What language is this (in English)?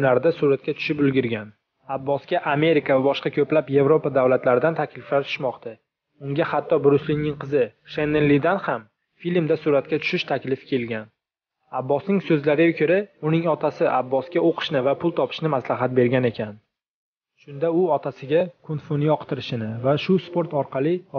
Uzbek